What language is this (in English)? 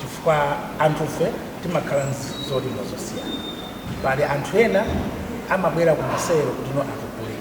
Nyanja